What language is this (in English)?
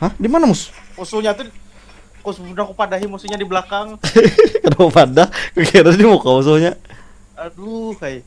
Banjar